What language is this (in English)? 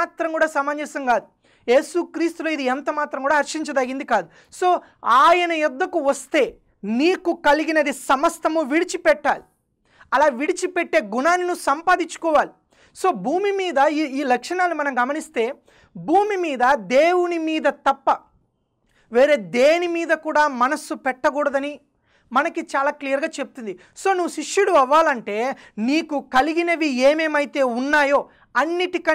Telugu